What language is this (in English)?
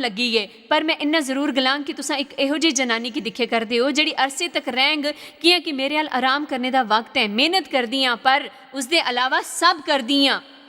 Dogri